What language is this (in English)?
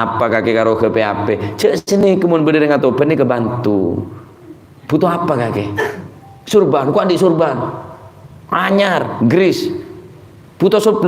Madurese